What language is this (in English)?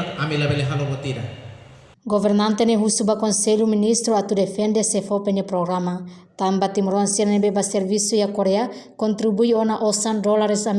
Tetum